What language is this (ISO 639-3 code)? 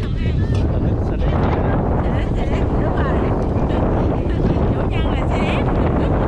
vie